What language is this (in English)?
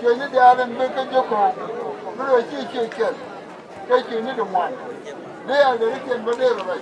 Nuer